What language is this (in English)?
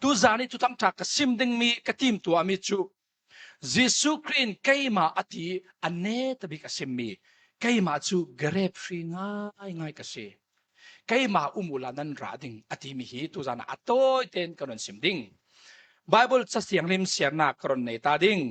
Falam Chin